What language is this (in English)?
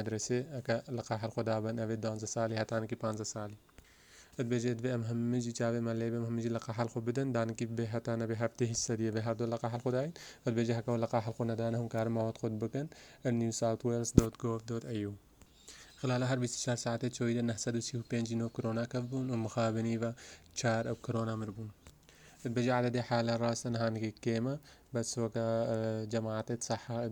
Central Kurdish